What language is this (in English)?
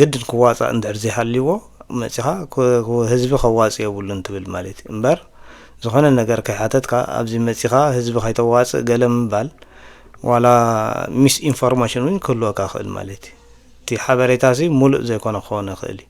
Tigrinya